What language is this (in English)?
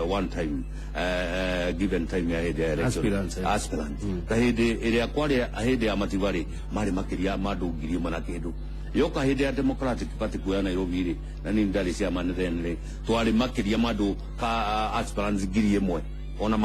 Kikuyu